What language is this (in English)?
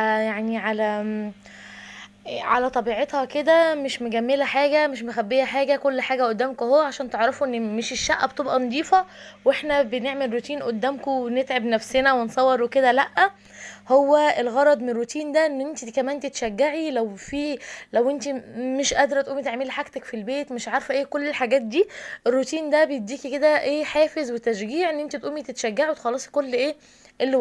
Egyptian Arabic